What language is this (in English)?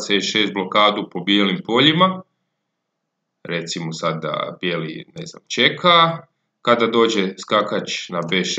Croatian